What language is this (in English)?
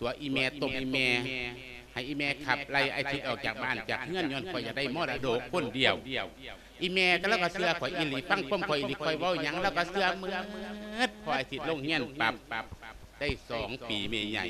Lao